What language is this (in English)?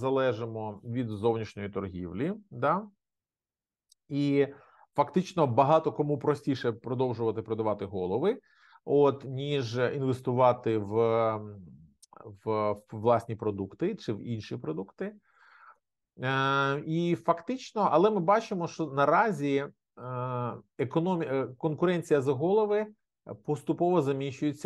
Ukrainian